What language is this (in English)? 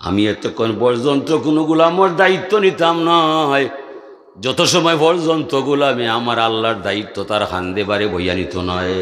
Sylheti